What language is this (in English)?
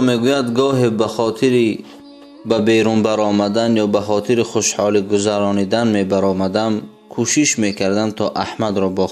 Tajik